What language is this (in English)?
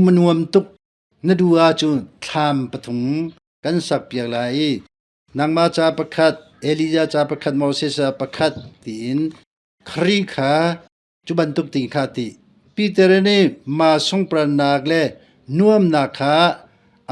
Hakha Chin